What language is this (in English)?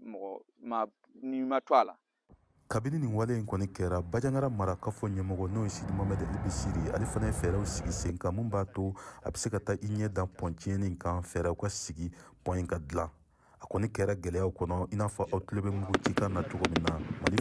Bambara